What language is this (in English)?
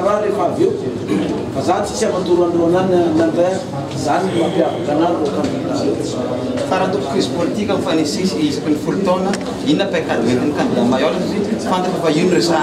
Malagasy